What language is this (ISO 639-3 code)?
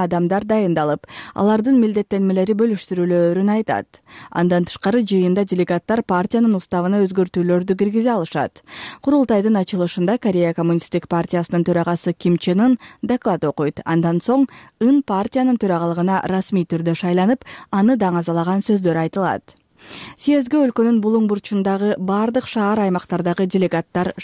kir